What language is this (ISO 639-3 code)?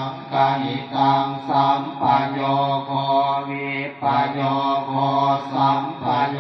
pli